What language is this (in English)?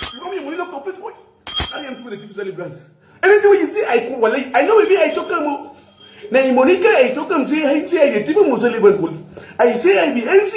Nigerian Pidgin